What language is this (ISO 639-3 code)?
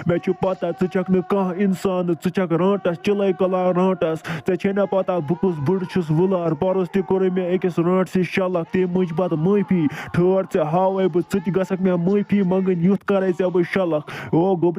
kas